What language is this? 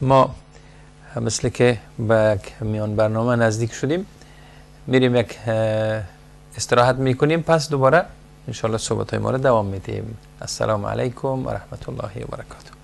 Persian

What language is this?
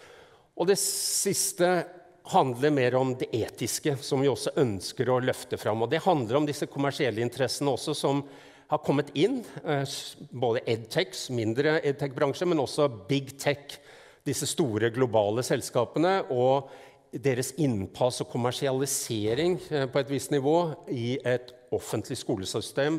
Norwegian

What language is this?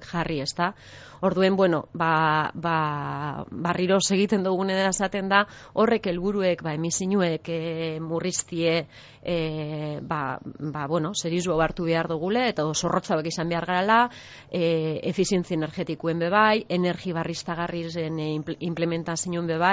Basque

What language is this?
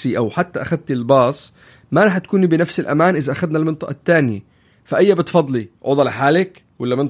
North Levantine Arabic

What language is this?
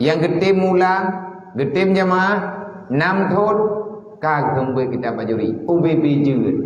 Achinese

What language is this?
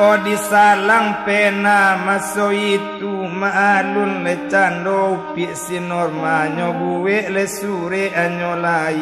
Minangkabau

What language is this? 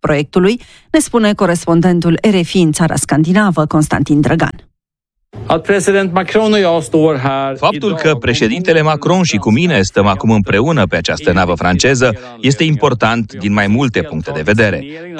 Romanian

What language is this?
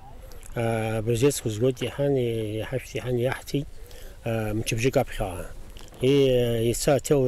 Abkhazian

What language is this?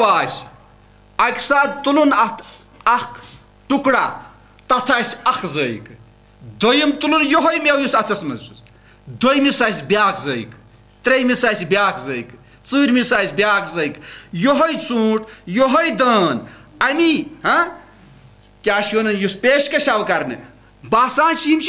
Kashmiri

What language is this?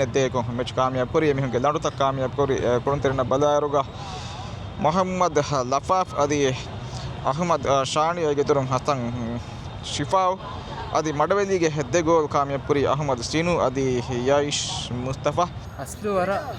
Divehi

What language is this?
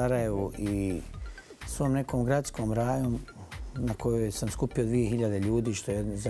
Bosnian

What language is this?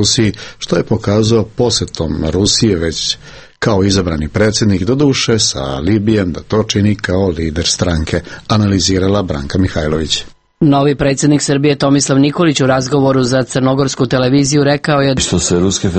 Serbian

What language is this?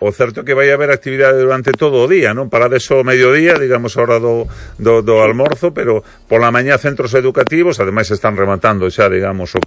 Galician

